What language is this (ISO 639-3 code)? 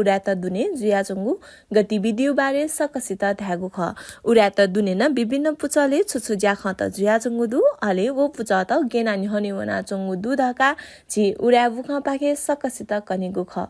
new